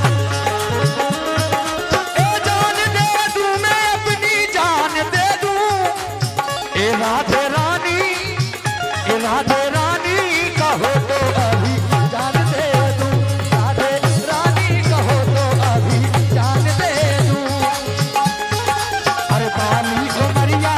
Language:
Hindi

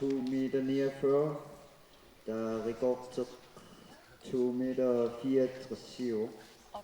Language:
Kalaallisut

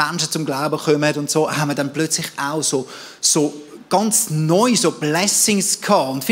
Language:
Swiss German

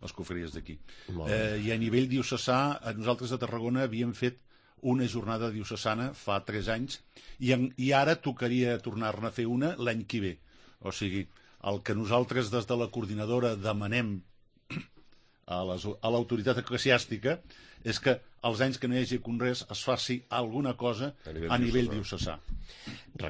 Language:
Catalan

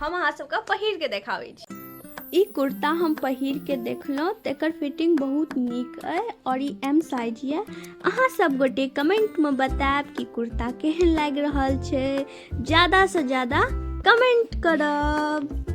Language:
Maithili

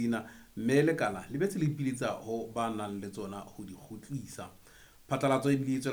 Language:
Southern Sotho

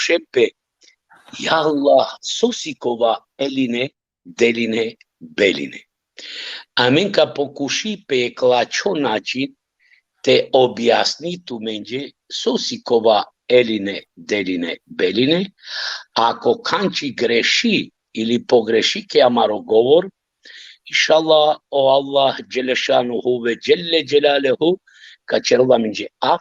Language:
Balkan Romani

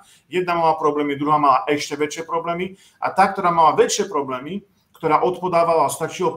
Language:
Slovak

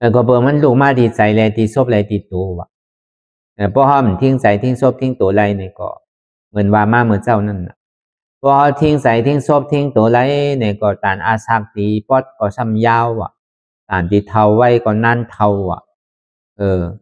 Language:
Shan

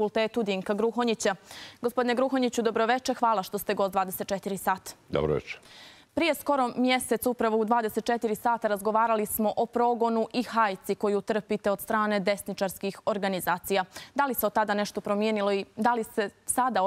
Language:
Croatian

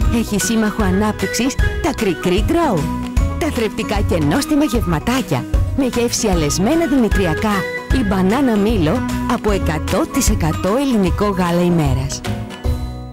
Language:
Greek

